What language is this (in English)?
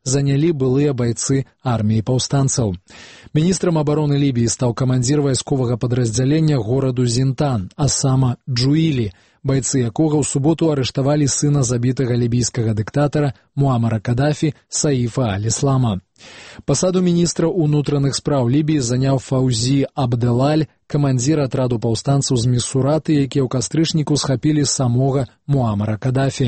Belarusian